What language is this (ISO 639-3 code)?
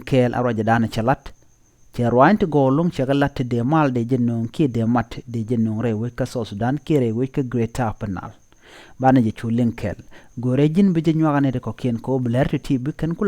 nus